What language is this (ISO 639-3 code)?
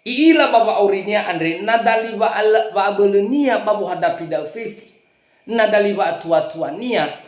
nia